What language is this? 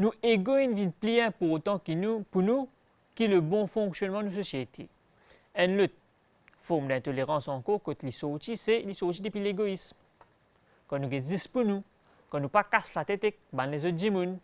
Morisyen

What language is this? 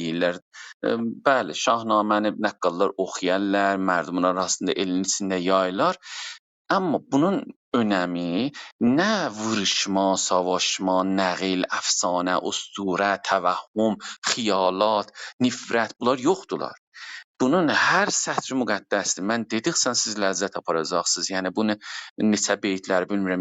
South Azerbaijani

